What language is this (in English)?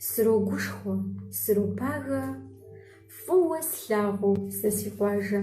Kabardian